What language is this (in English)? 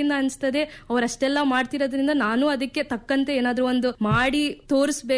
Kannada